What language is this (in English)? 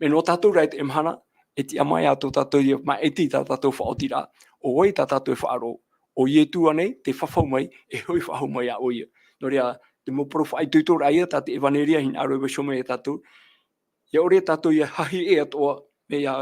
Tahitian